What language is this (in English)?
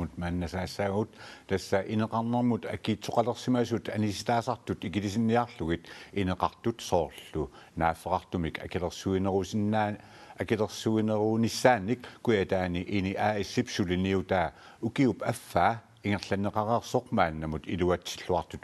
Kalaallisut